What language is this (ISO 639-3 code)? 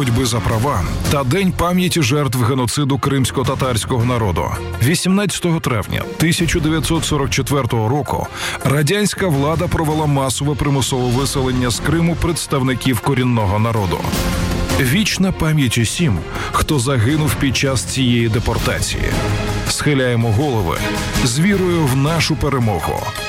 ukr